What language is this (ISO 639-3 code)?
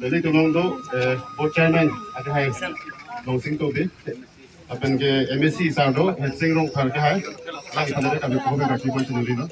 mjw